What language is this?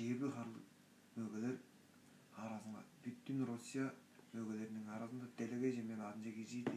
Tuvinian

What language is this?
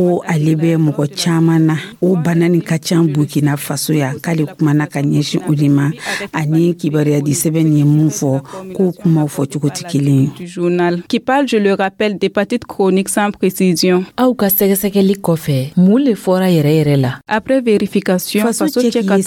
Dyula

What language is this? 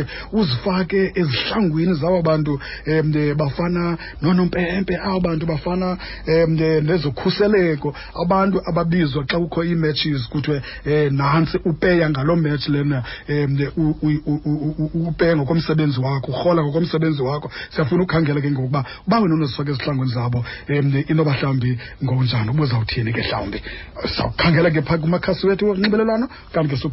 Xhosa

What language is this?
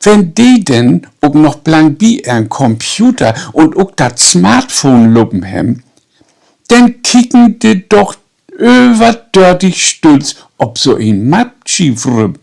Low German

